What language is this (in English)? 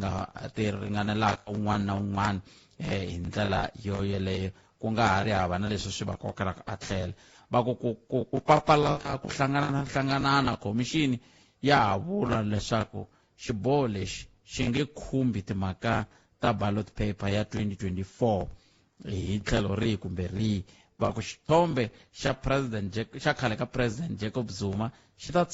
Tsonga